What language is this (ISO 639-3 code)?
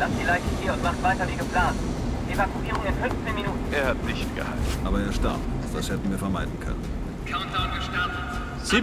bar